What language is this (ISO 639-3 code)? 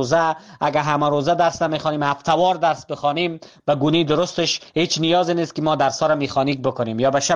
fas